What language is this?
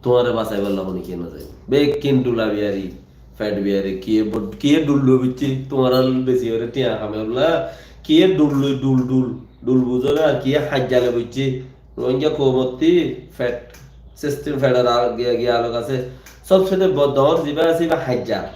Rohingya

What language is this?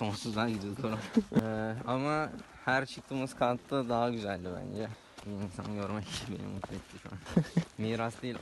Turkish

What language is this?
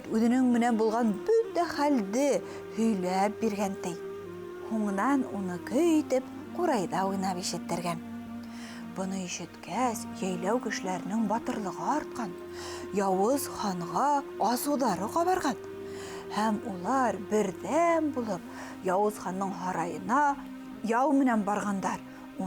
Bashkir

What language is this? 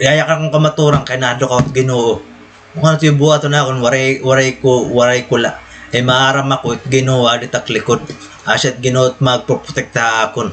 Waray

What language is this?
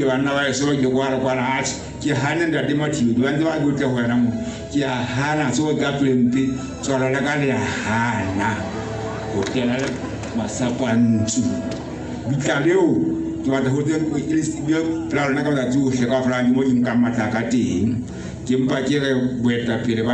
Southern Sotho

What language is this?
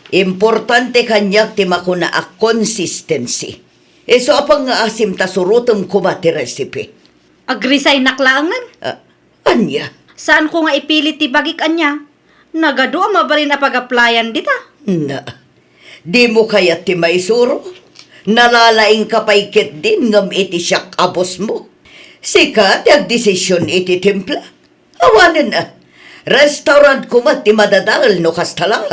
Iloko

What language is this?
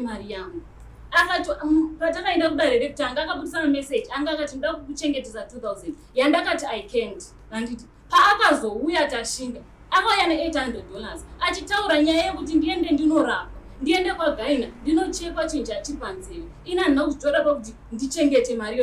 Shona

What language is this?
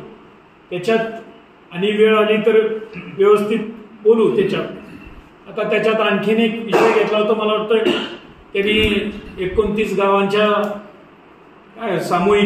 Marathi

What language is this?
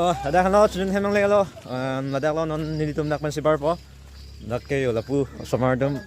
Karbi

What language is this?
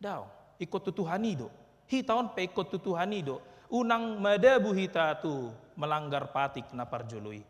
Batak Toba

